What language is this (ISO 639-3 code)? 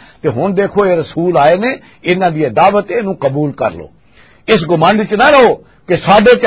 lah